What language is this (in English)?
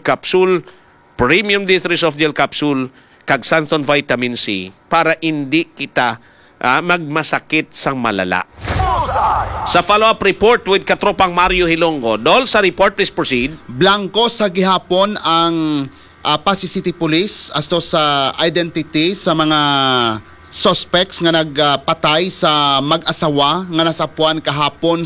Hiligaynon